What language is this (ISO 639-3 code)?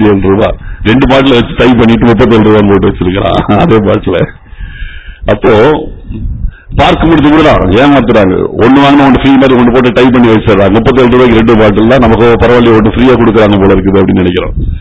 tam